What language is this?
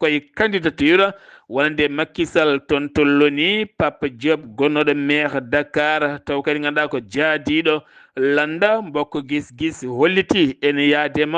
Fula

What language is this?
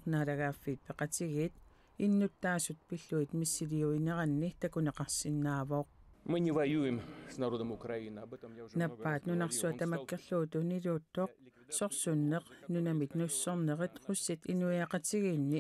Kalaallisut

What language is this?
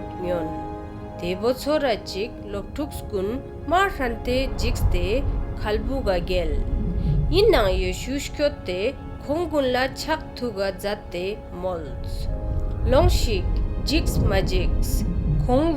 Ladakhi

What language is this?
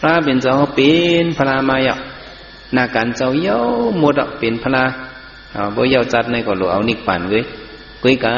Shan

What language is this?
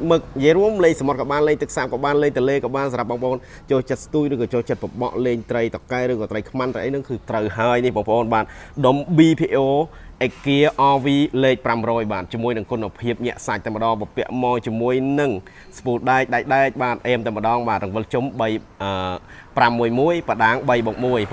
Khmer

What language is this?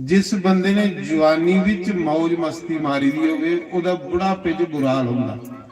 Dogri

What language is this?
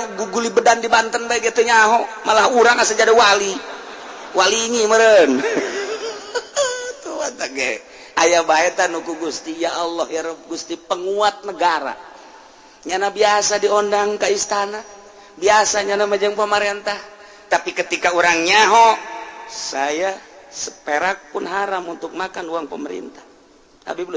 Sundanese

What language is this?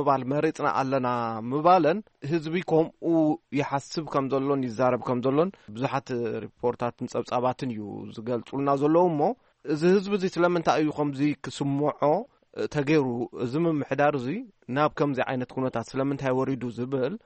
Tigrinya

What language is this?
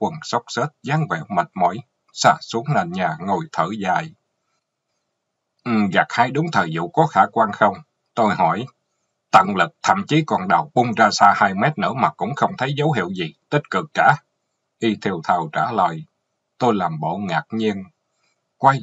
Vietnamese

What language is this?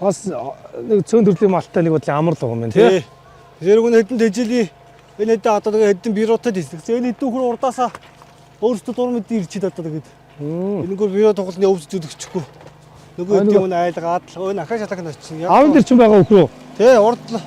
Mongolian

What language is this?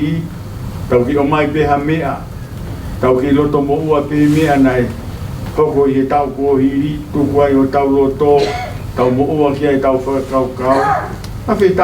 Tongan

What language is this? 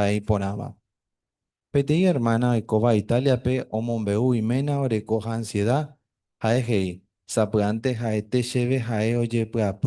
Guarani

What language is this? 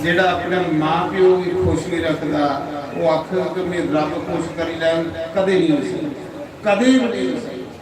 Dogri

